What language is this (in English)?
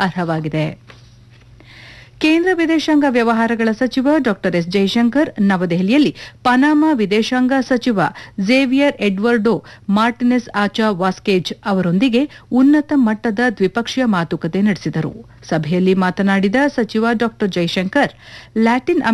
Kannada